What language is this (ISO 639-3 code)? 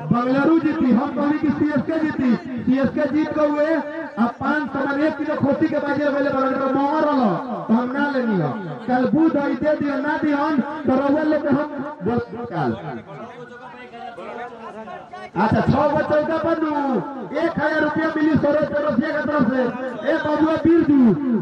bho